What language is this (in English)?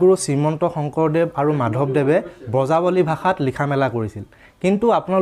Assamese